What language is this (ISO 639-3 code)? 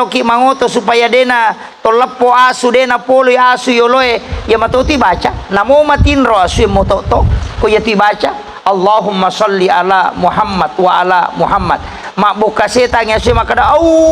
bug